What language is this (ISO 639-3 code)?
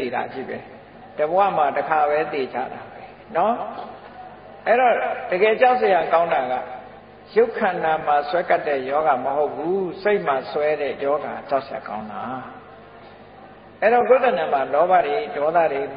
mya